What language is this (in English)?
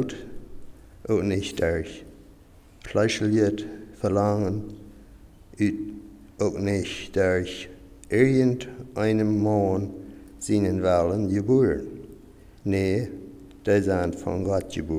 Plautdietsch